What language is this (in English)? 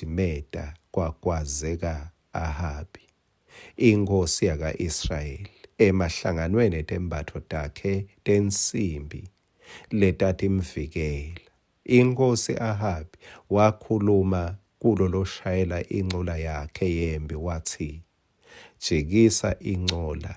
Swati